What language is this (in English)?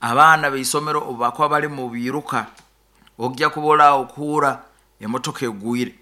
Nyoro